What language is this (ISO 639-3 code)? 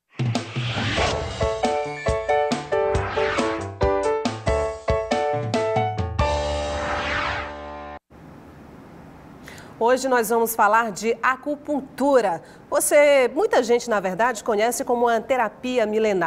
por